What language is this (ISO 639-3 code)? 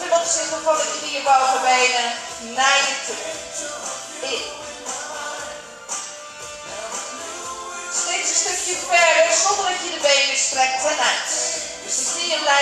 nld